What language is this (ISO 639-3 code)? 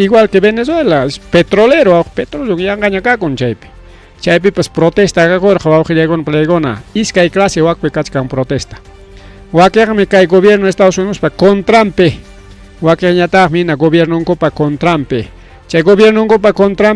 quy